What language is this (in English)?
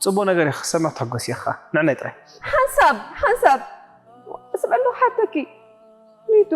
Tigrinya